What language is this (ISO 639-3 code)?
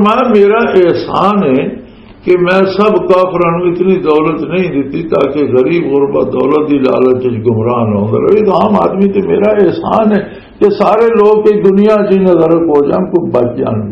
lah